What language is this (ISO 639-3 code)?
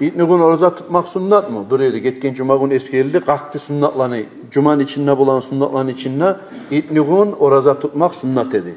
kum